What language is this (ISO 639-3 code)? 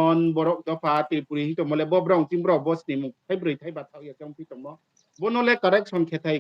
ria